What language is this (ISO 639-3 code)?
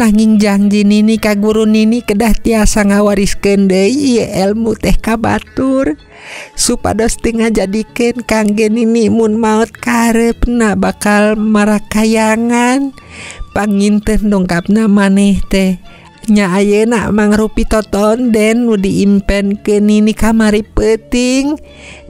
sun